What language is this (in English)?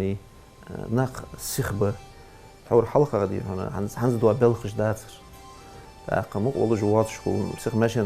Ingush